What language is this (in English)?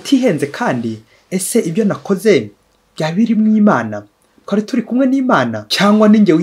Kinyarwanda